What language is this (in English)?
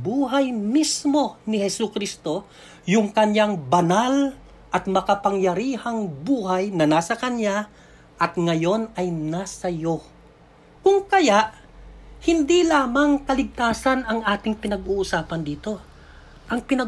Filipino